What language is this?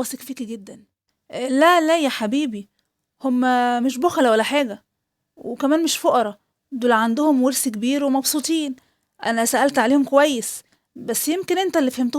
Egyptian Arabic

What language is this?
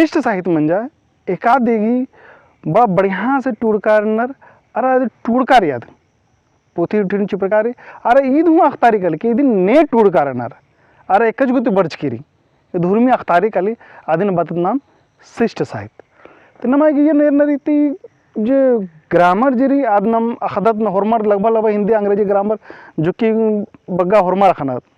Kurukh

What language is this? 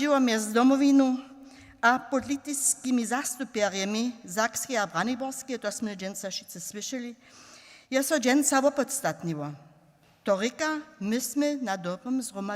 Upper Sorbian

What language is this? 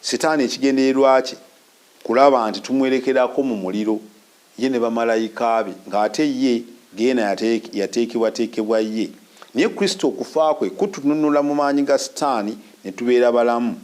Ganda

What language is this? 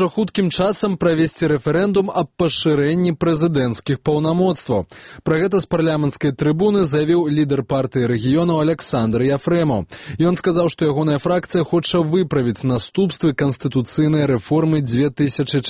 Belarusian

